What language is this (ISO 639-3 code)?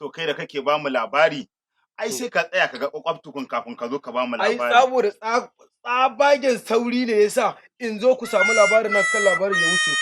hau